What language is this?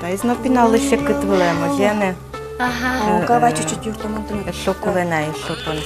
Udmurt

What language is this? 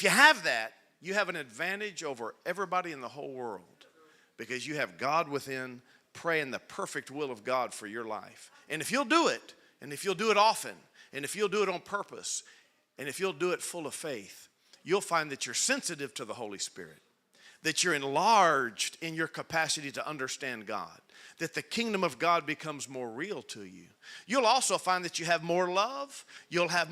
English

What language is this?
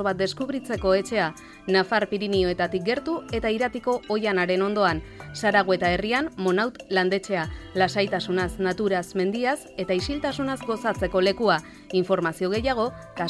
Basque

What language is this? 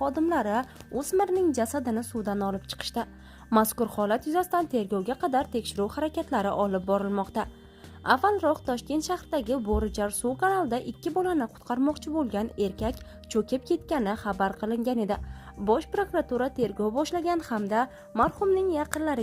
Uzbek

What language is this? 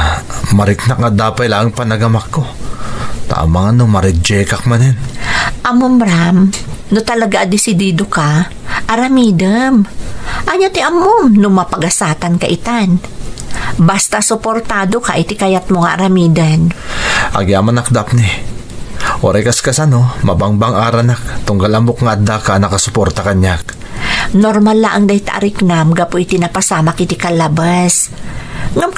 Iloko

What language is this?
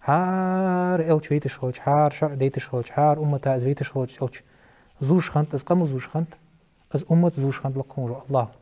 Ingush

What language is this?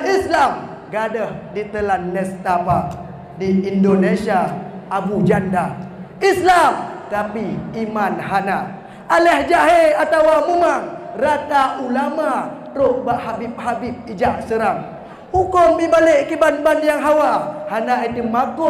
Achinese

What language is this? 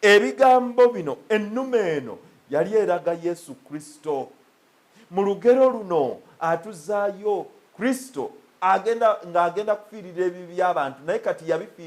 Ganda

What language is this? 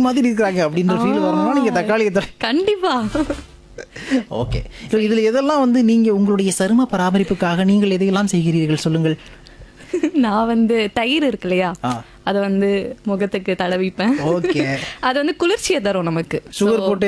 Tamil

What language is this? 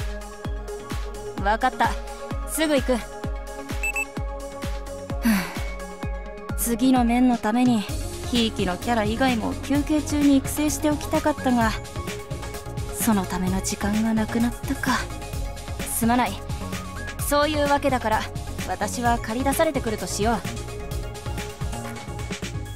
Japanese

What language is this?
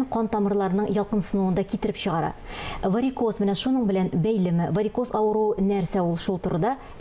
Tatar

